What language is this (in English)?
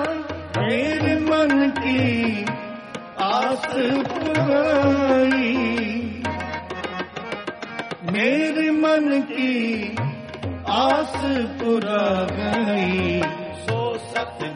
Punjabi